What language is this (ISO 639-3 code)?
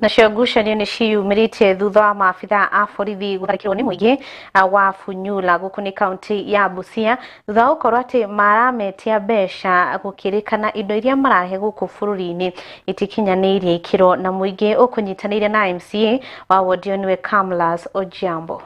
kik